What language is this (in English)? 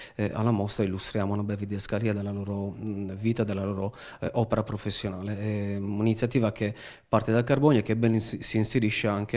Italian